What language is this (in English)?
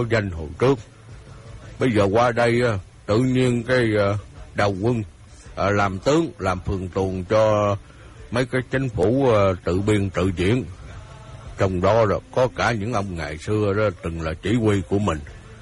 Vietnamese